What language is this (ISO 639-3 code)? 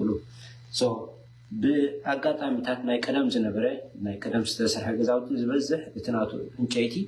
tir